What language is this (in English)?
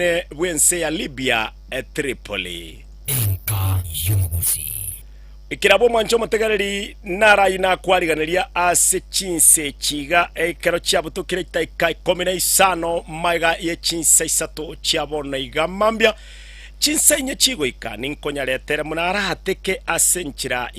Gusii